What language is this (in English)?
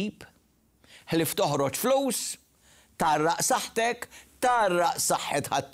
Maltese